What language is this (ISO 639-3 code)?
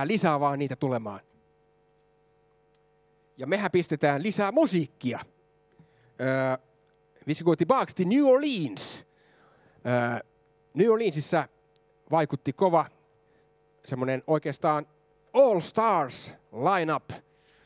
fin